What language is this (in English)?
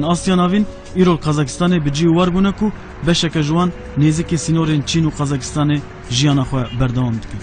Kurdish